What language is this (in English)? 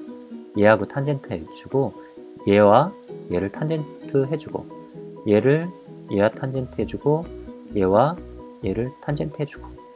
Korean